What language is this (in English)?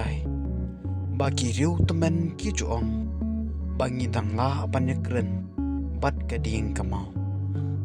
Khasi